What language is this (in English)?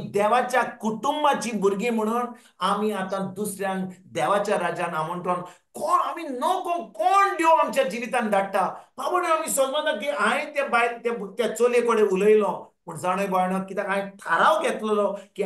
Konkani